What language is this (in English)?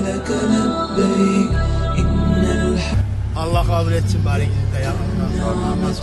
Kumyk